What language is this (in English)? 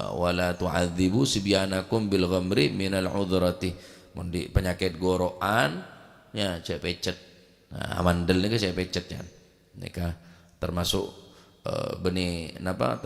Madurese